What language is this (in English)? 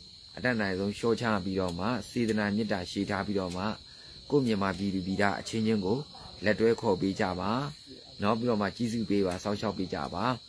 Burmese